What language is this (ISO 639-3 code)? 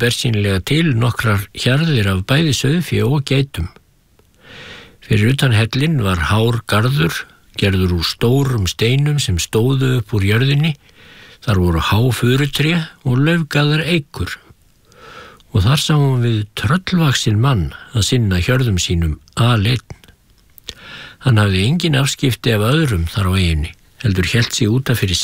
isl